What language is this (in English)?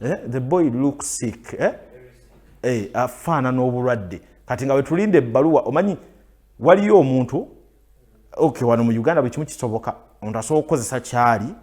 Ganda